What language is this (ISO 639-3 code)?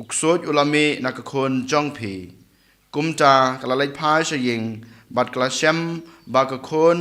kha